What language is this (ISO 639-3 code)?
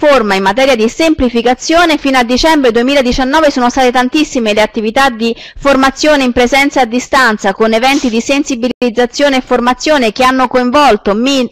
ita